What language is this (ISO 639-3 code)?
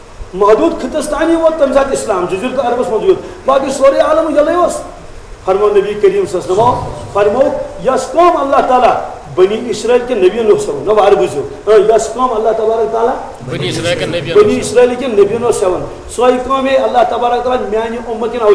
kas